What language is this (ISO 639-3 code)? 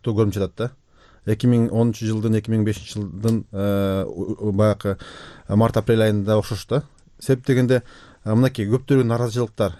kir